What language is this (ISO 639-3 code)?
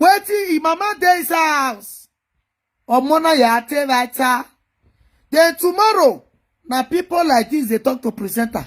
pcm